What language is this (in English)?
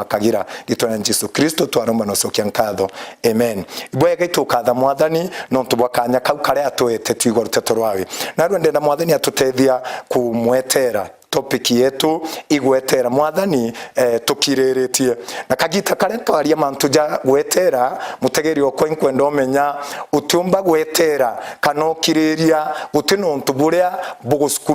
Meru